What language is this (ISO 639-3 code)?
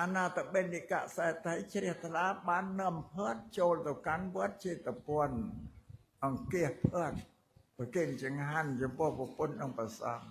khm